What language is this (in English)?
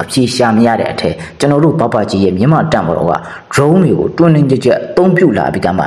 Burmese